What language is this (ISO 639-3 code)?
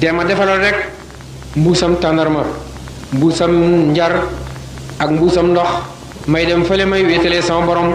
wol